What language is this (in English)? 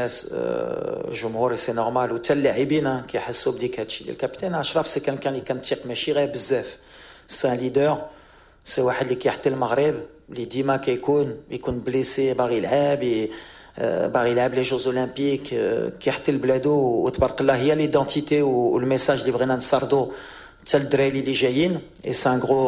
Moroccan Arabic